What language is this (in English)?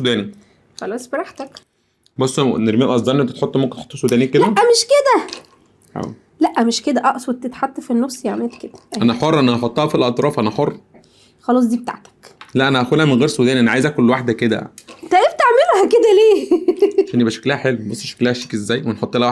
Egyptian Arabic